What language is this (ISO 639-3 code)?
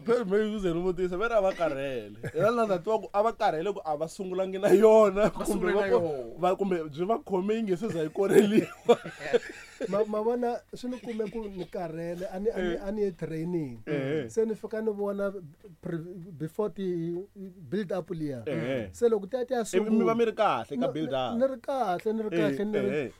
tso